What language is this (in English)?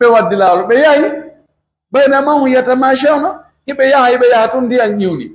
Pular